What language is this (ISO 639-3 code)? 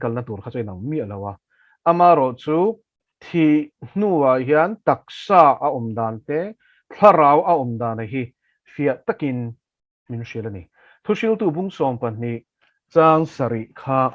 lus